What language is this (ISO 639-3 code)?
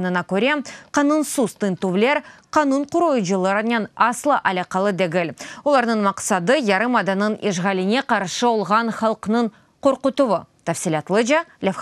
crh